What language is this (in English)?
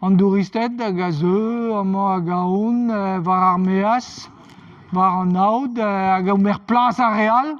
Breton